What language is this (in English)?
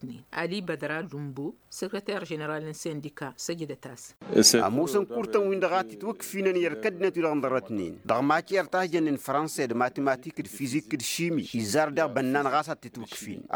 Tamasheq